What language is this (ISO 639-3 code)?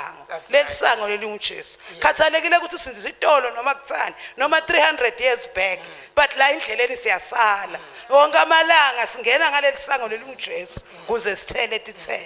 zul